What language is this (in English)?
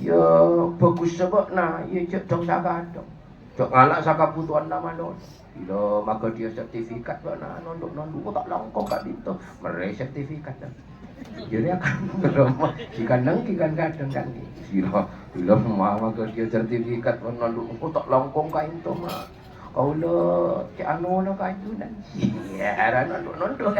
Madurese